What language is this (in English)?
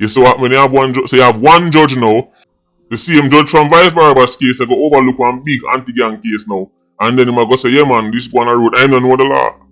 Jamaican Creole English